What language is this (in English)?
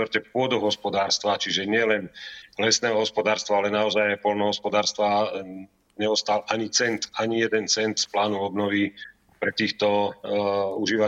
Slovak